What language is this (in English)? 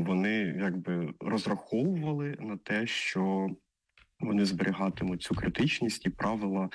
Ukrainian